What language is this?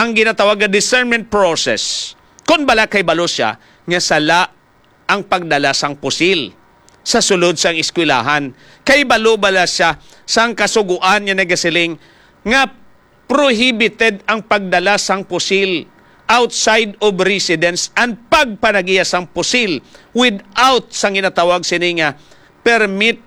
Hiligaynon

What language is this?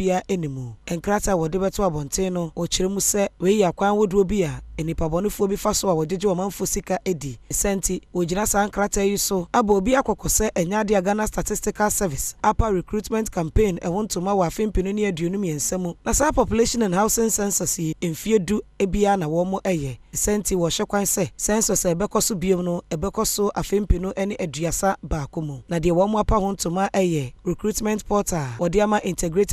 Akan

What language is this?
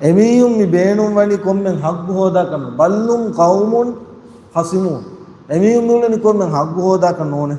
Divehi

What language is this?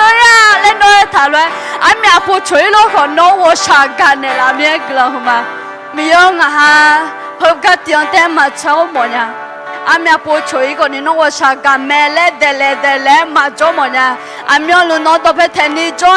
Akha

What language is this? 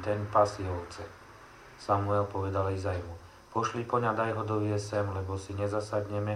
Slovak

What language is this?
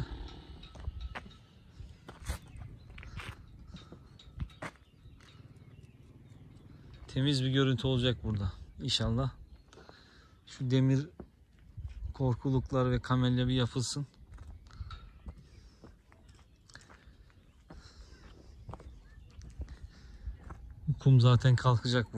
Turkish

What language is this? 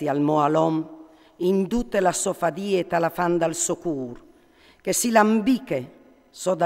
Friulian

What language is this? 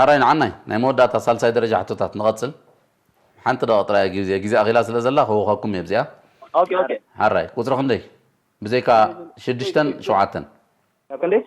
Tigrinya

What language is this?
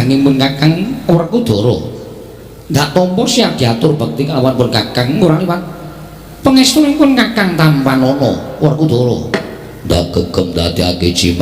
Javanese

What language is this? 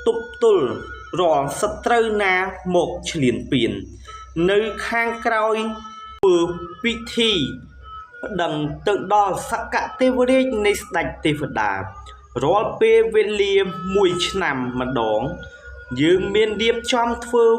Khmer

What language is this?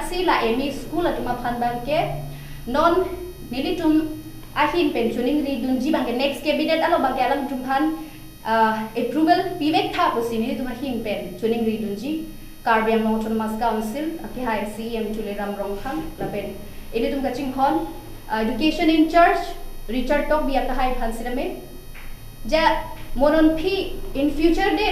Karbi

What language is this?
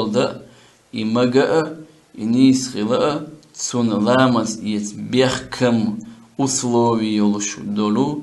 Chechen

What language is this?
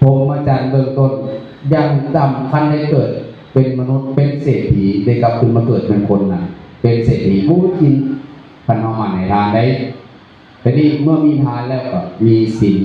Northeastern Thai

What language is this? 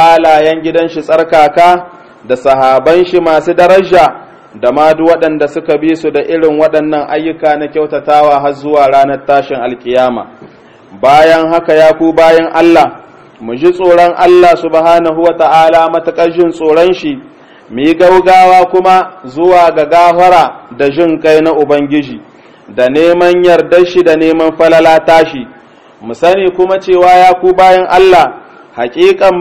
Hausa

